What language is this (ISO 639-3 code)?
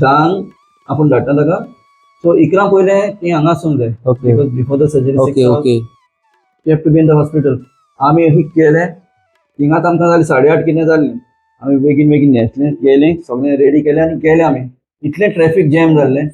kok